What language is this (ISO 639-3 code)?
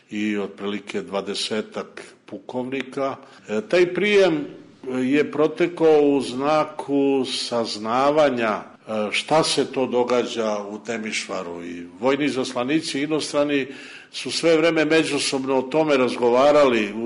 srp